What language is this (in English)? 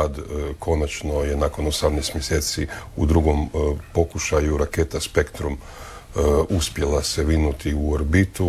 Croatian